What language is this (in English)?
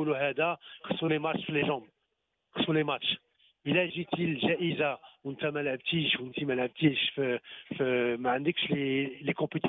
Moroccan Arabic